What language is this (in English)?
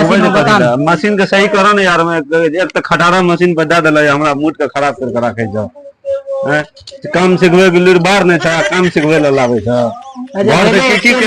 Maithili